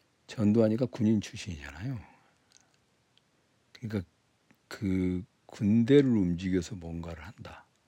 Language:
Korean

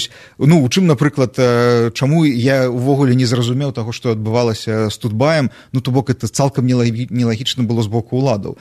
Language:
Belarusian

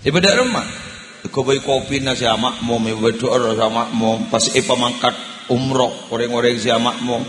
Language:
Madurese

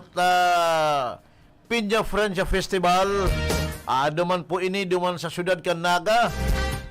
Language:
Bikol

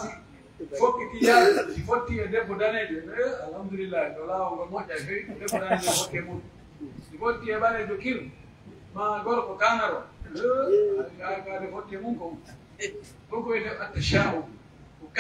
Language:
Pular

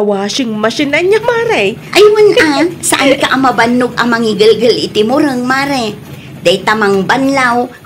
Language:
Iloko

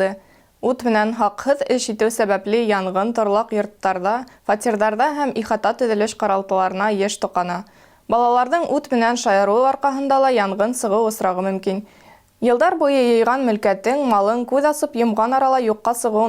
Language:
Bashkir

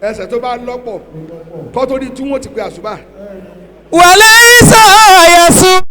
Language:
Yoruba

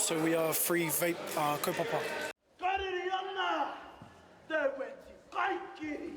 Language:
Māori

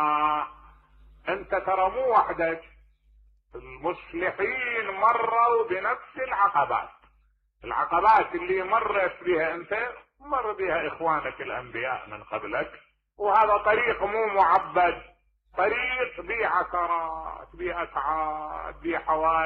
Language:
Mesopotamian Arabic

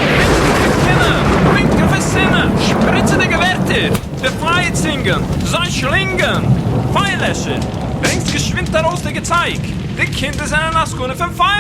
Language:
Yiddish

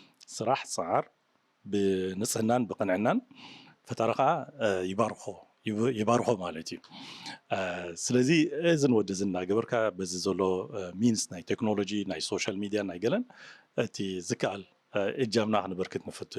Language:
Tigrinya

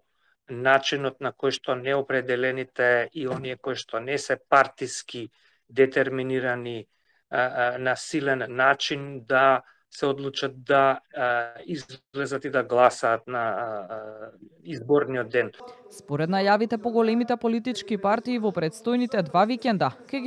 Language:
Macedonian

